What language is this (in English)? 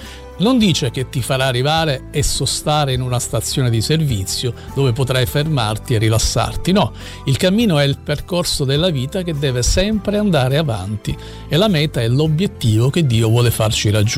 Italian